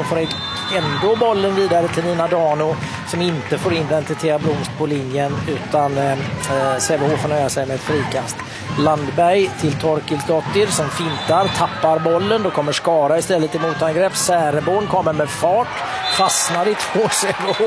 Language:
Swedish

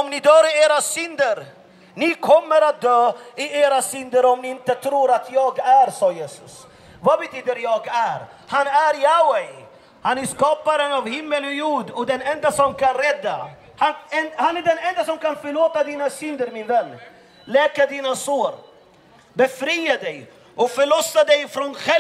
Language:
Swedish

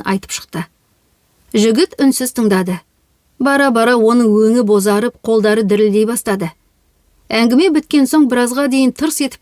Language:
Kazakh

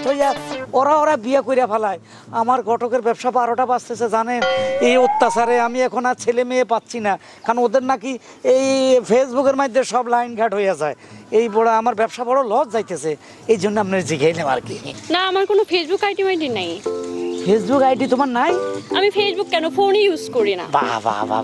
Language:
Bangla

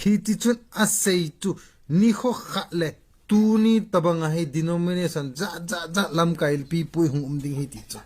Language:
Thado Chin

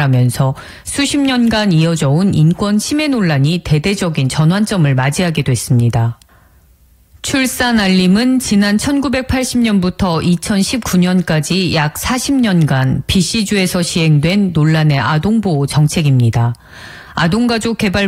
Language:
Korean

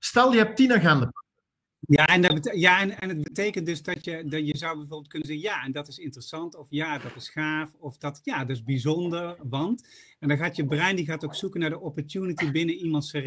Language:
Dutch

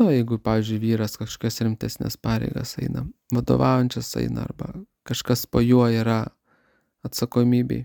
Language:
Lithuanian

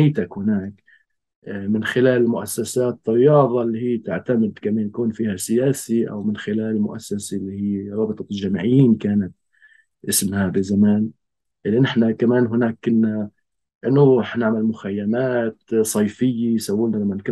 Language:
North Levantine Arabic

